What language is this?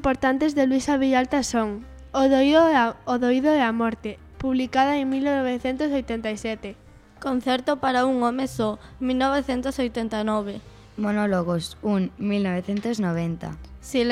Galician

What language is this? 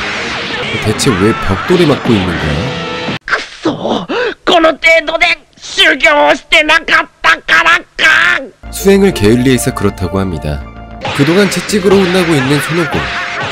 Korean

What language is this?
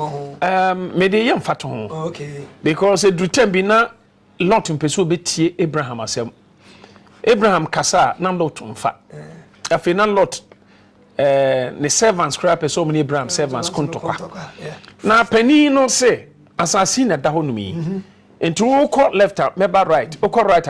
Akan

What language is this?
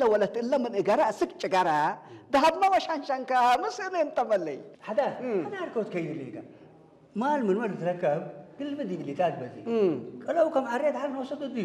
Tigrinya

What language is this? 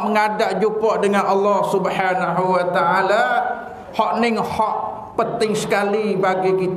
Malay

